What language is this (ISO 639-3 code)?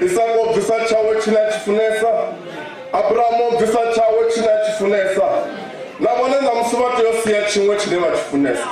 ven